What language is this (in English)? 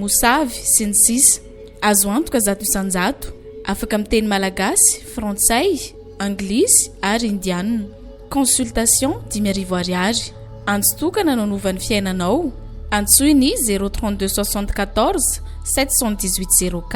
Malagasy